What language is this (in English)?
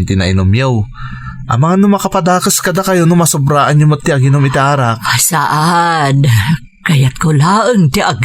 Iloko